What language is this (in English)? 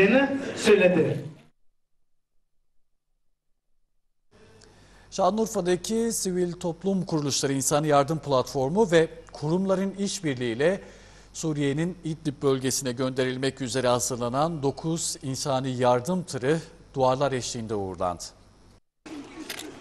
Turkish